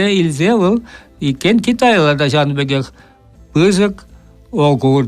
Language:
Chuvash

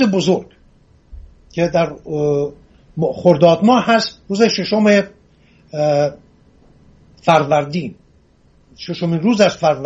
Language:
Persian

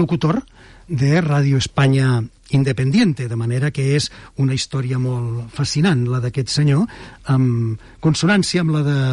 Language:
Catalan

